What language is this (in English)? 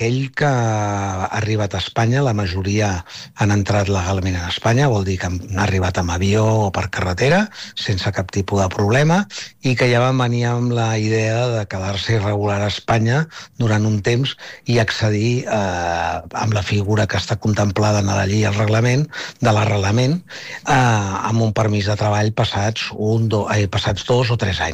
Catalan